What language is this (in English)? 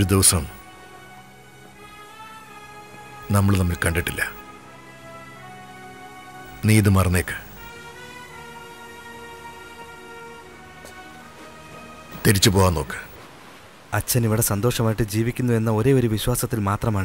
Malayalam